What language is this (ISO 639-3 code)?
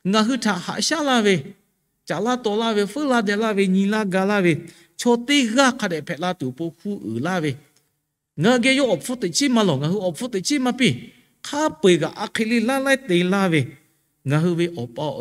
lhu